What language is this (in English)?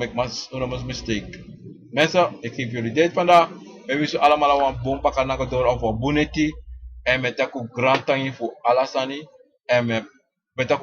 Sranan Tongo